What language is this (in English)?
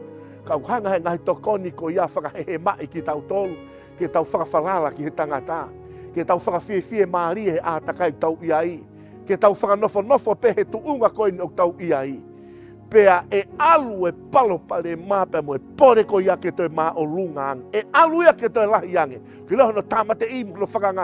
Tongan